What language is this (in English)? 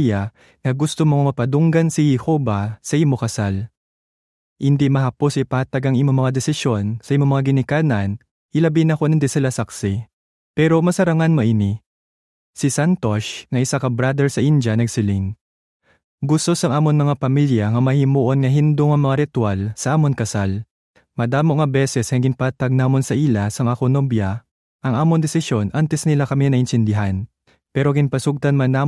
Hiligaynon